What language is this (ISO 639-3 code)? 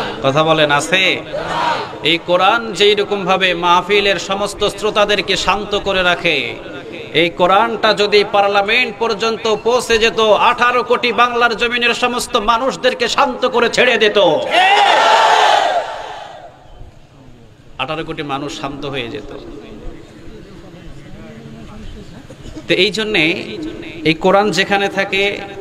ben